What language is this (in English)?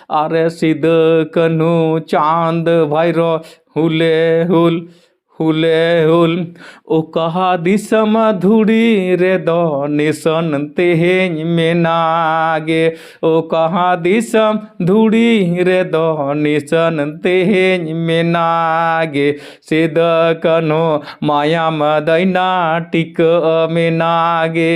Santali